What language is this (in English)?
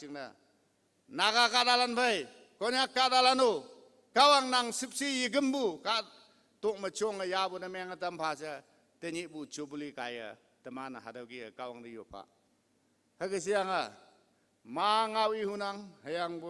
Konyak Naga